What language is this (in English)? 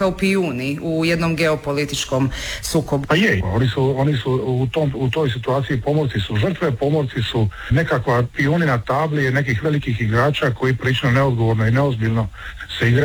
Croatian